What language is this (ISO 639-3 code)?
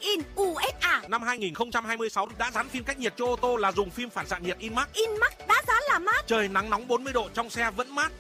vie